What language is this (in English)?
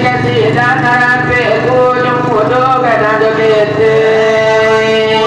Minangkabau